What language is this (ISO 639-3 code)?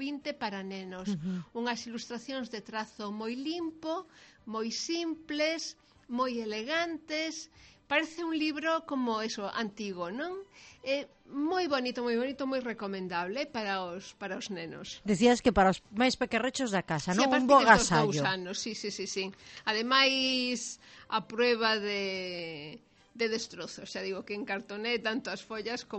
glg